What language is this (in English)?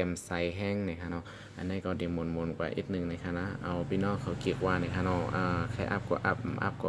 Shan